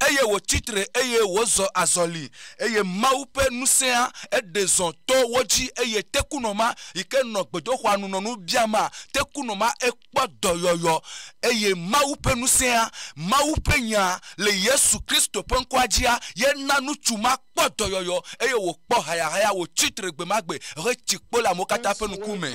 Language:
Ewe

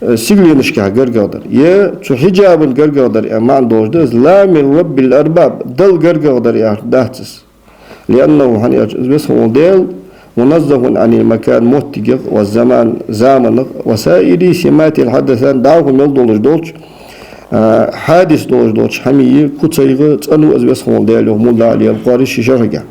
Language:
Ingush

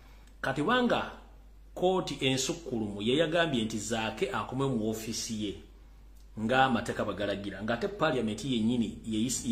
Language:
Ganda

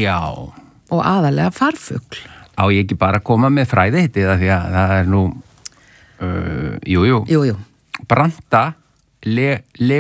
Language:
Icelandic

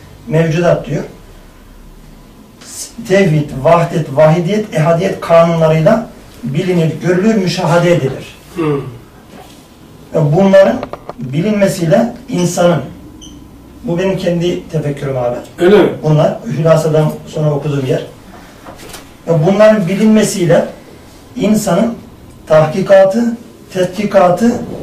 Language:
Turkish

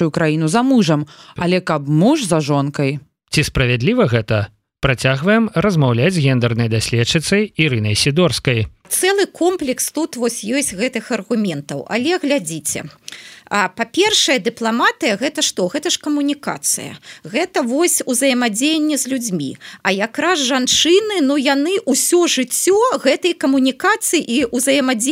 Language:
Belarusian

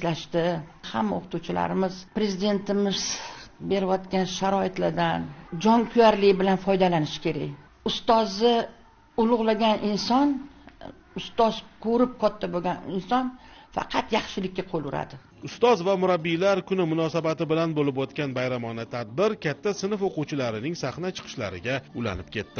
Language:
Uzbek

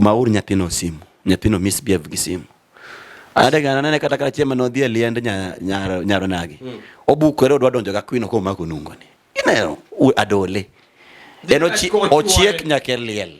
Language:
Luo (Kenya and Tanzania)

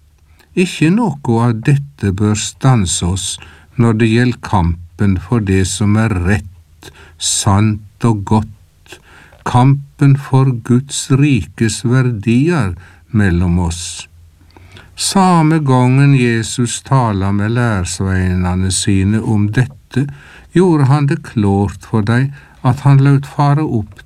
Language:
Norwegian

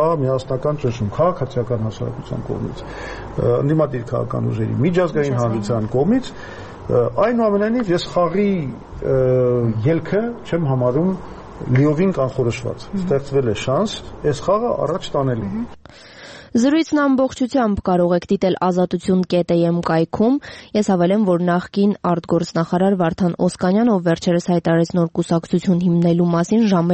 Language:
Armenian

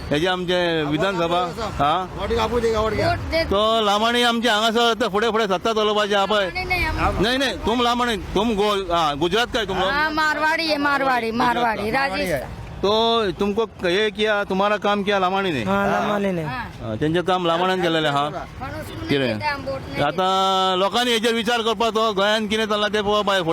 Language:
Konkani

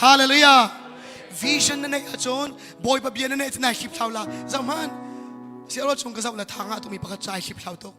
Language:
Hakha Chin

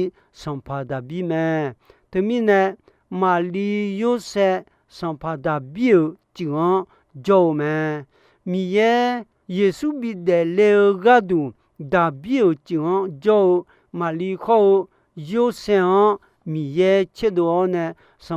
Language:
Akha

